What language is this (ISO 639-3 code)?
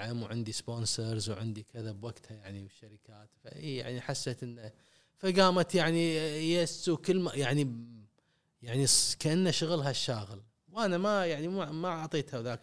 afb